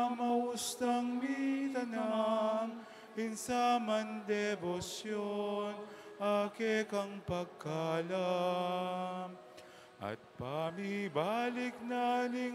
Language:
Pampanga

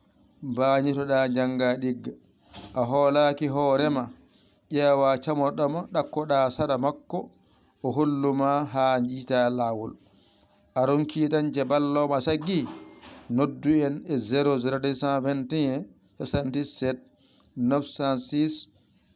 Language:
Fula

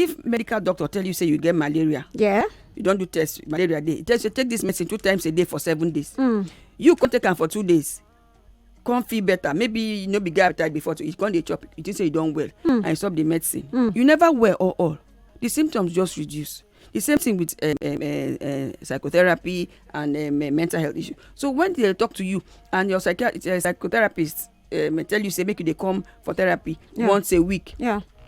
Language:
Nigerian Pidgin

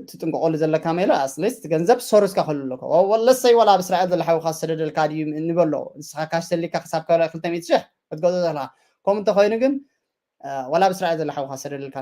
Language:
Tigrinya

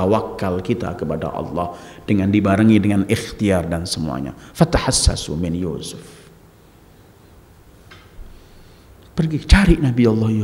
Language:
Indonesian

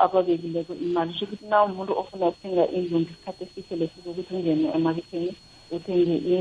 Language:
South Ndebele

